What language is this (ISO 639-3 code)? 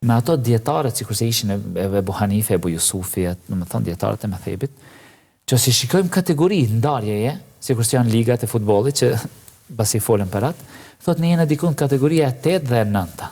sqi